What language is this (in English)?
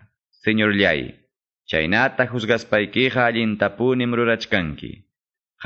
Quechua